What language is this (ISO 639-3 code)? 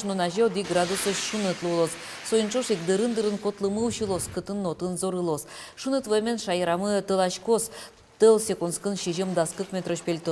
udm